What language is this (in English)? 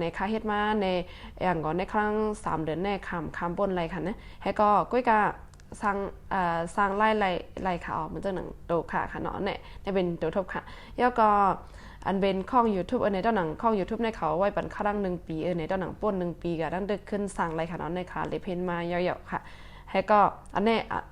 Shan